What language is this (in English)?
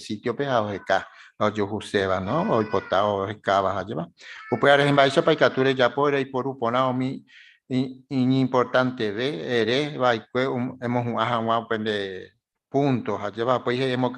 Guarani